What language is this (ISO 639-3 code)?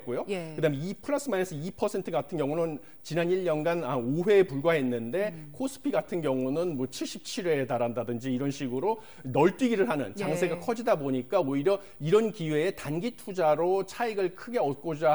kor